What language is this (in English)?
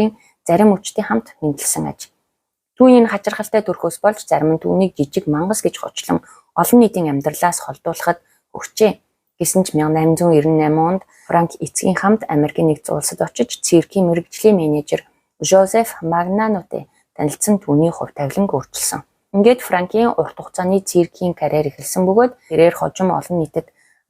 Mongolian